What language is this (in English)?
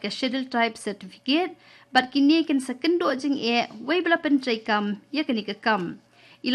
Khasi